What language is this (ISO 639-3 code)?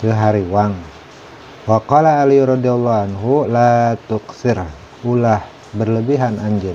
sun